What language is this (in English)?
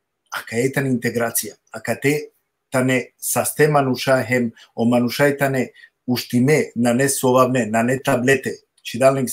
Balkan Romani